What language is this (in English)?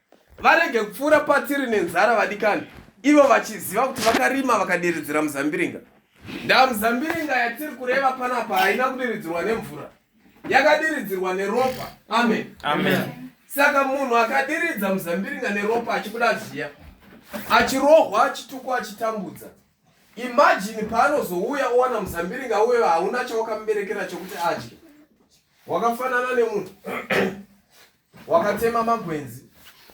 Shona